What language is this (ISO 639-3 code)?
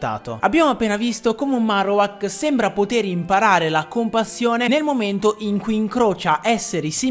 ita